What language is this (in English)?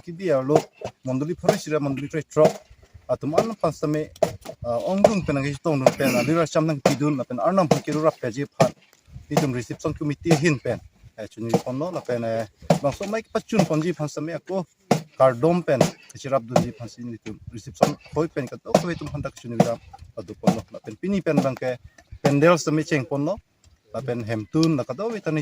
Karbi